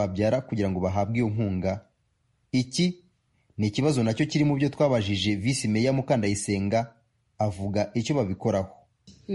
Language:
Kinyarwanda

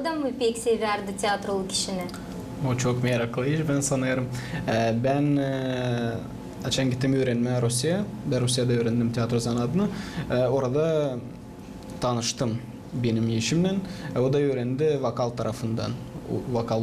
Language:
Gagauz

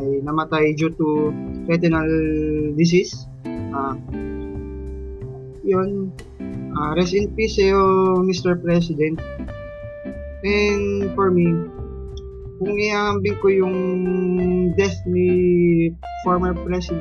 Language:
Filipino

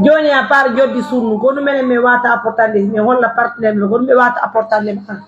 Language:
Pular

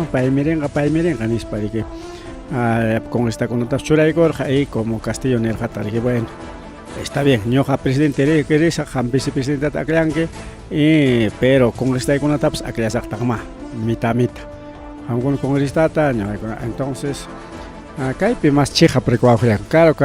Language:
Ayacucho Quechua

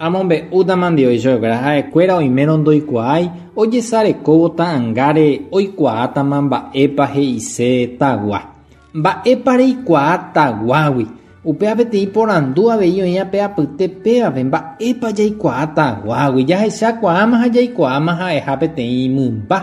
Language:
Guarani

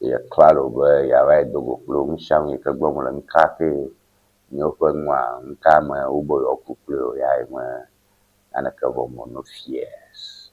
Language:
Ewe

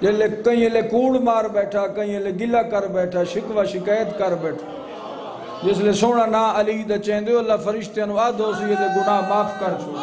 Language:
Saraiki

